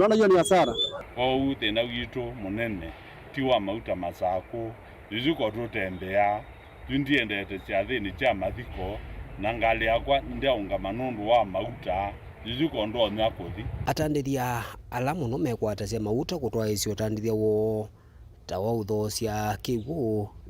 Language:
Kamba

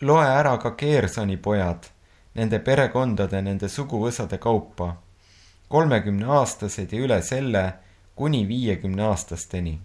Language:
Estonian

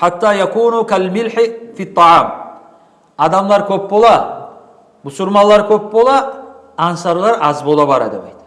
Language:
Kumyk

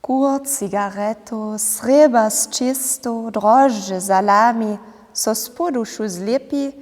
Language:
Upper Sorbian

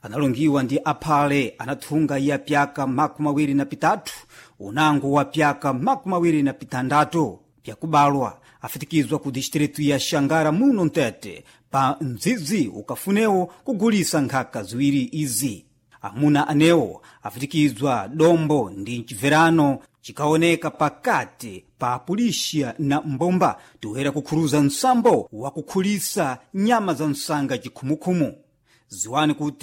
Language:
Sena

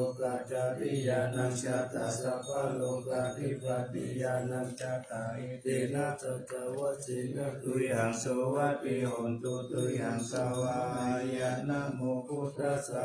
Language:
Pali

